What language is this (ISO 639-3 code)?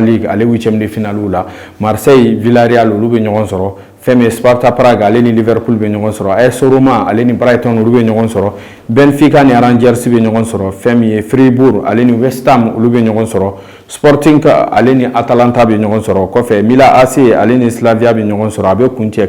bam